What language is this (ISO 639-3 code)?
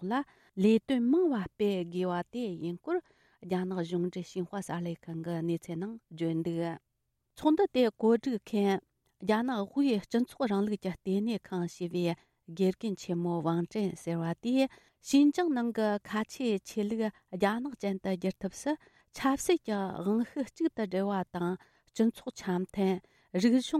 bod